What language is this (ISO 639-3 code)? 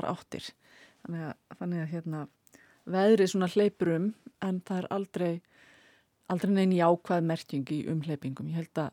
isl